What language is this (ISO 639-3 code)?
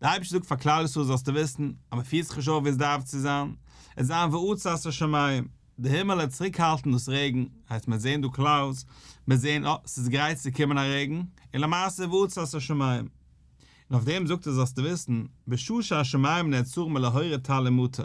yid